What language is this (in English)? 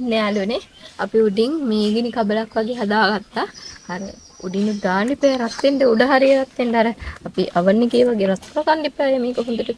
Sinhala